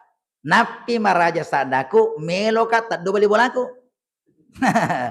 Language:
Buginese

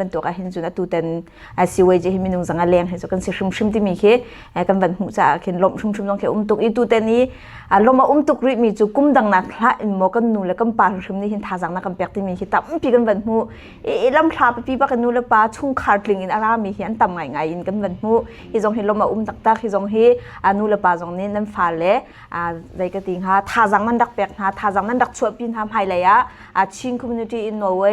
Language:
Hakha Chin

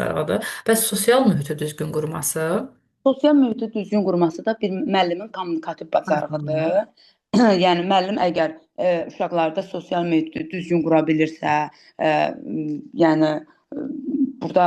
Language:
Azerbaijani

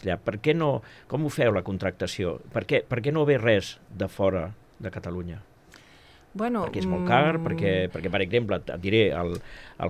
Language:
Catalan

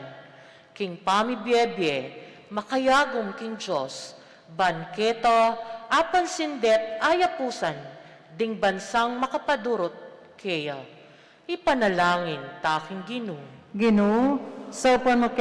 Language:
Pampanga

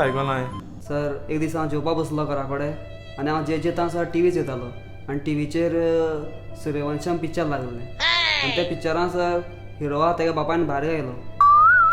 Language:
Konkani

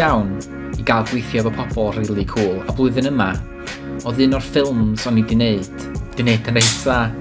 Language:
Welsh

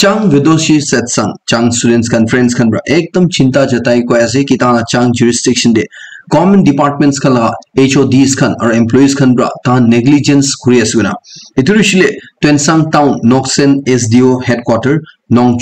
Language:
Naga Pidgin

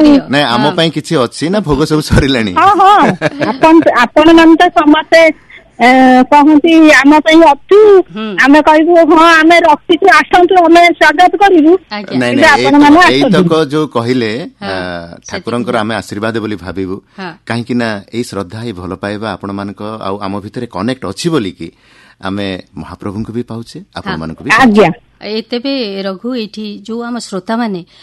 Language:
Odia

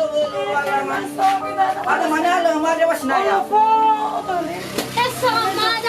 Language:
Nias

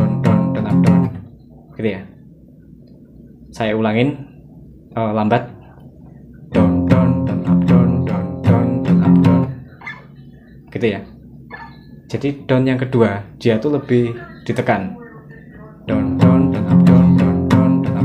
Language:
Indonesian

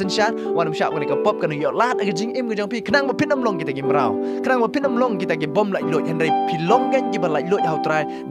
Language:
Khasi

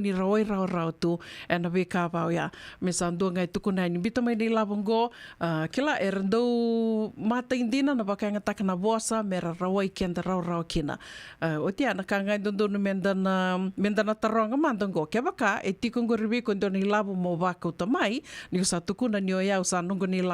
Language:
Fijian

